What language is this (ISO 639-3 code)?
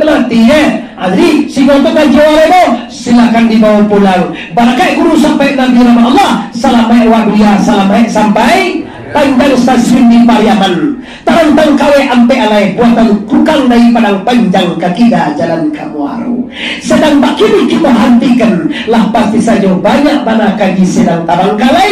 min